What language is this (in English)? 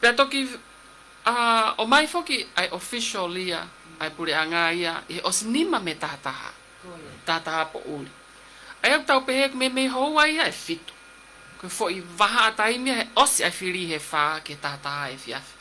Tongan